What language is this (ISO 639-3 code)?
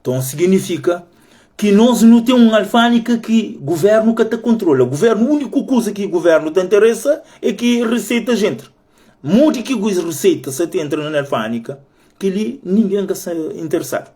kea